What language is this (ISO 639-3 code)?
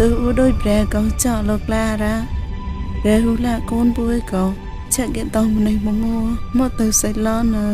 mnw